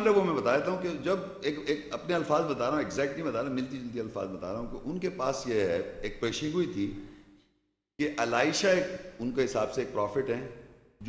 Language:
Urdu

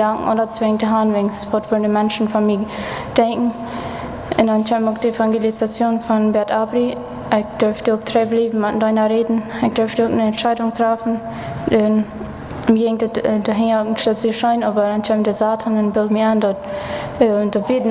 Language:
Plautdietsch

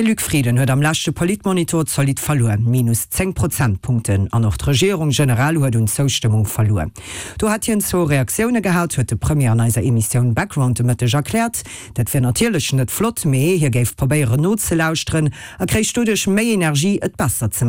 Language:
Luxembourgish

